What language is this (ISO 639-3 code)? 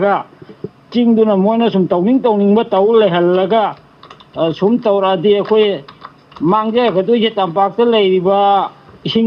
mni